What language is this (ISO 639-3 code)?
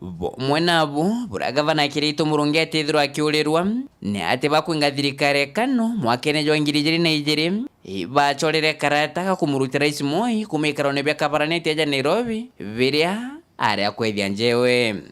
mer